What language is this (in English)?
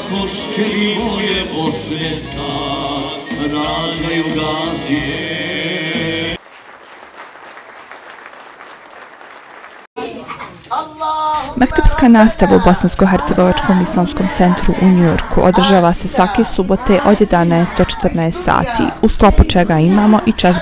Bosnian